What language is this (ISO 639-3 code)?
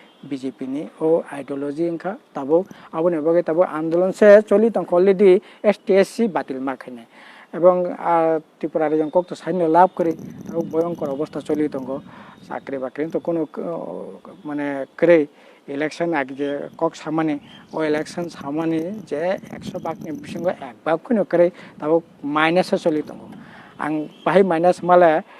trp